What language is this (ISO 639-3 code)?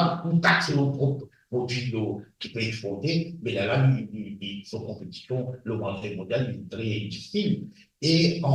mfe